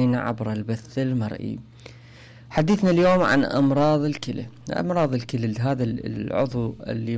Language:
Mesopotamian Arabic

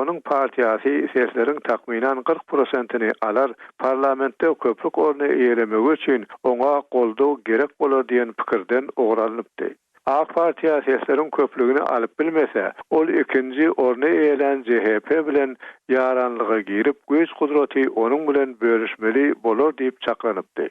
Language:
Turkmen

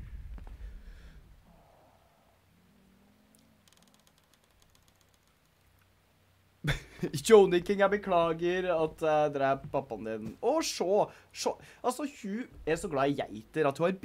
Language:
Norwegian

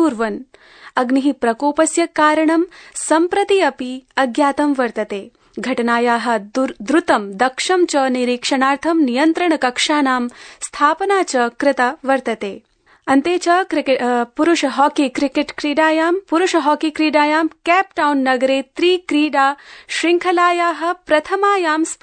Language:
Sanskrit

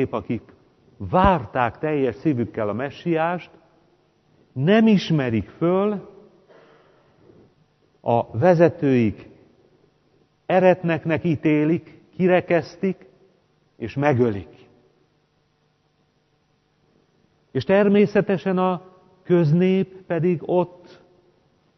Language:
Hungarian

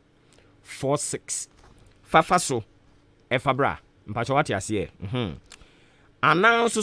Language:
Akan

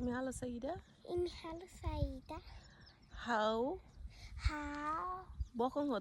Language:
Tetum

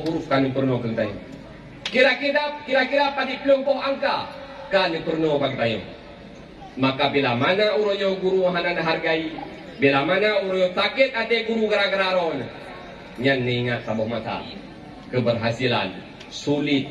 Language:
Achinese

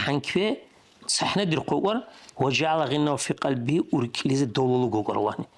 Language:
Dargwa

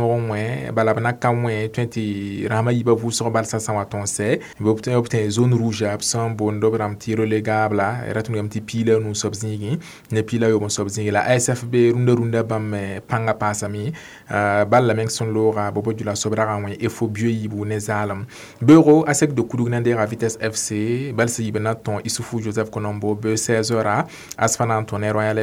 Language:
Mossi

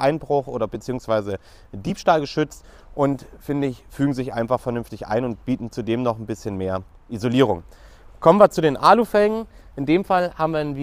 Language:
German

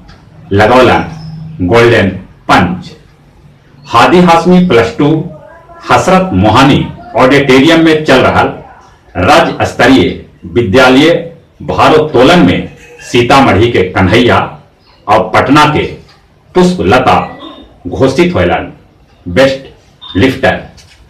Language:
Magahi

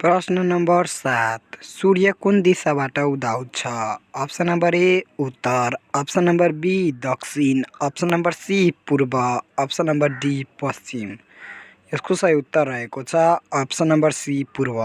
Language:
Nepali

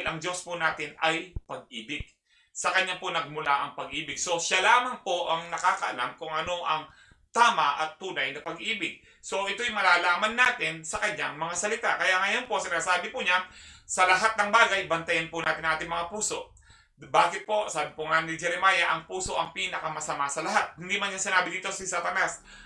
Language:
Filipino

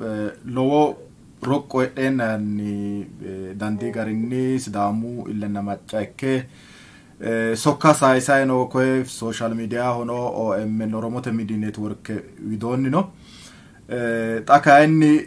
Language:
Sidamo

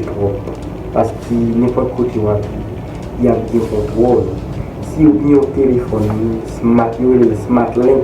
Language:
Haitian Creole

